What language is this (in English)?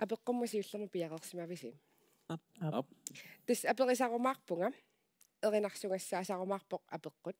Kalaallisut